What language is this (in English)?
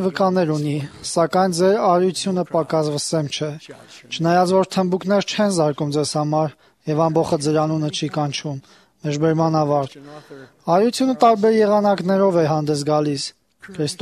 Armenian